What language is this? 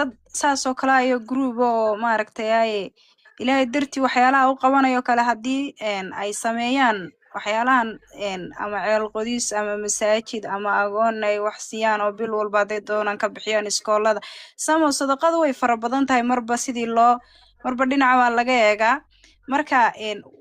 Somali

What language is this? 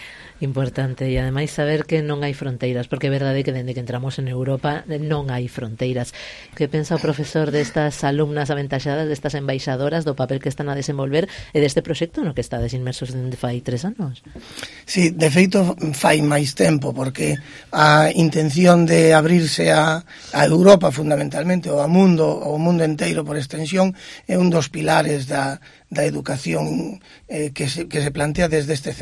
Galician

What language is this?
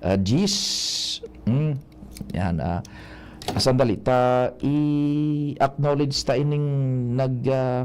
Bikol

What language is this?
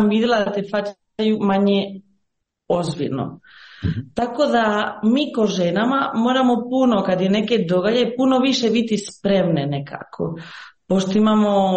Croatian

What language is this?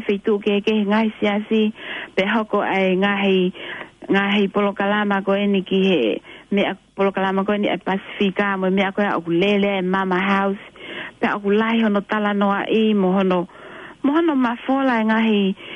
Tongan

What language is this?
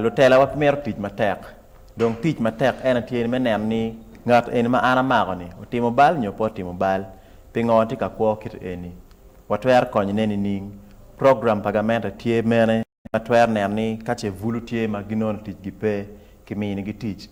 Acoli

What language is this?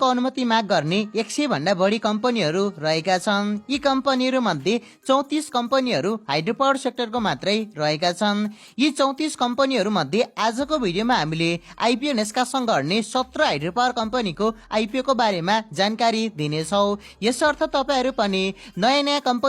Nepali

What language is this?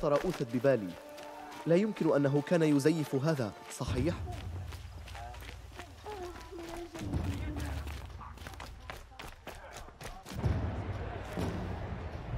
Arabic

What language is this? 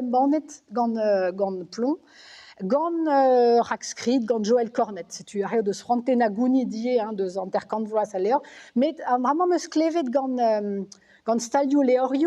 Breton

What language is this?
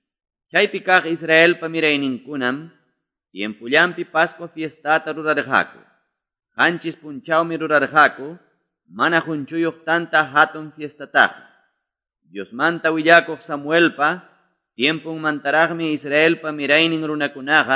Quechua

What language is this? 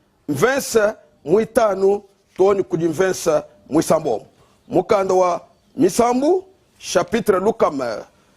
Luba-Lulua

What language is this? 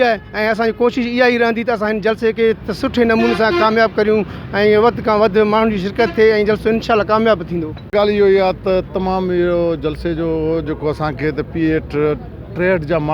Sindhi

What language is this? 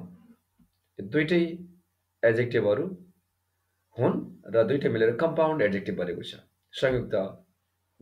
Nepali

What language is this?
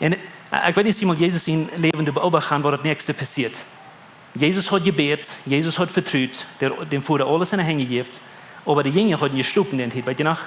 Plautdietsch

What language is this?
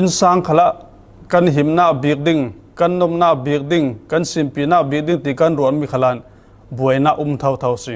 Falam Chin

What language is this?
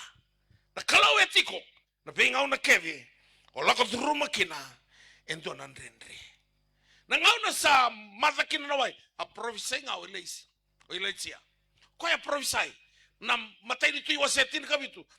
Fijian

